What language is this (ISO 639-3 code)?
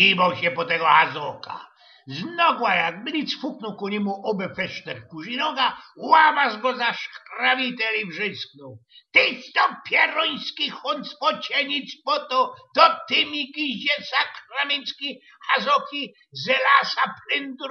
szl